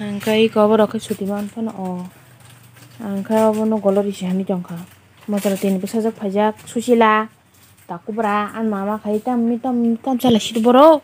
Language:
Kok Borok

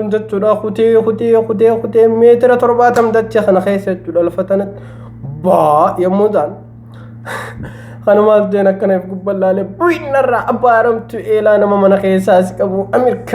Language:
Oromo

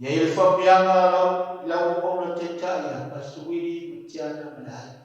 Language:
Samoan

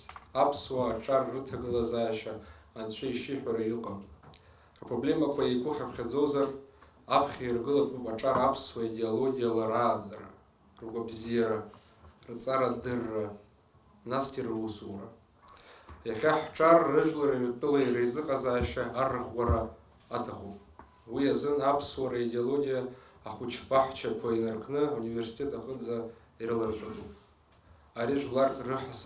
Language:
Abkhazian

